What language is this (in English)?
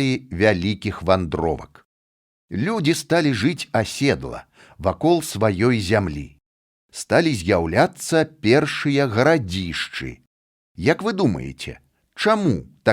Belarusian